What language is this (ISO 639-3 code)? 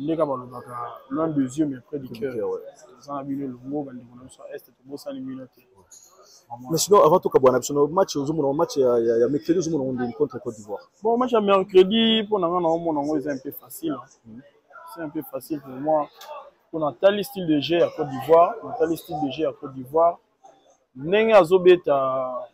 lin